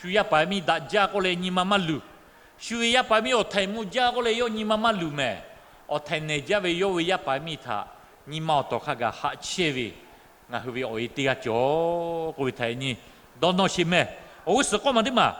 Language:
Lahu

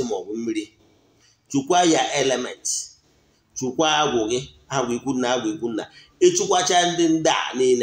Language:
Igbo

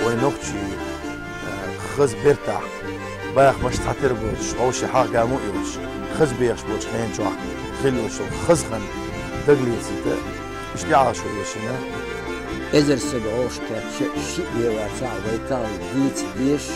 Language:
Chechen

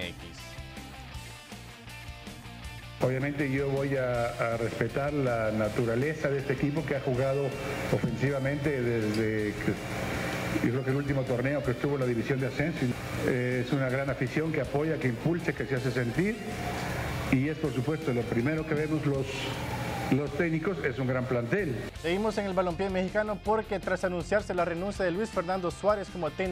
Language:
Spanish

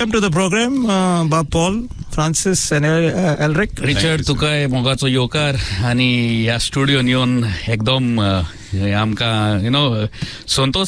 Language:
Konkani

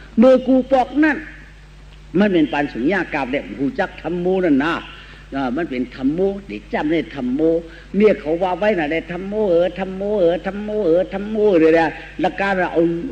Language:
Shan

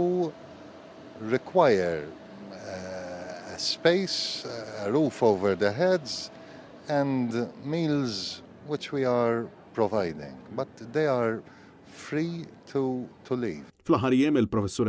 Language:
Maltese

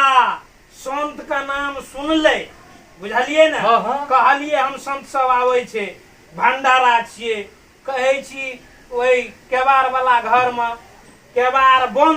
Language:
Maithili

